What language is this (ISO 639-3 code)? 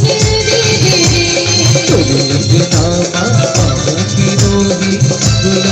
hne